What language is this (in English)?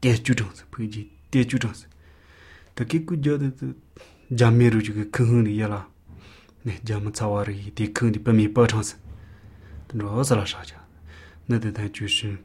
Latvian